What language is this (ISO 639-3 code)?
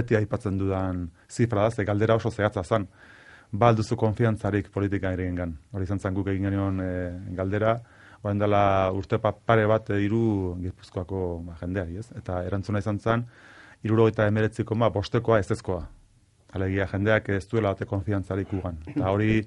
eus